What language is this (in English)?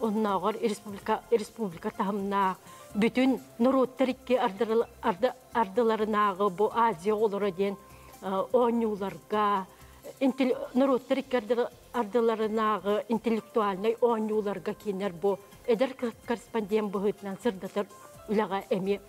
Yakut